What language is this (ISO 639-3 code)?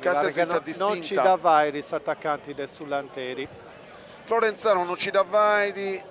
srd